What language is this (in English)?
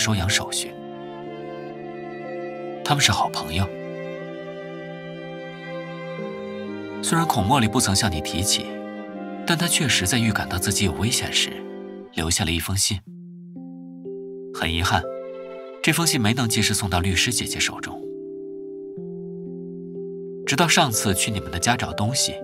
Chinese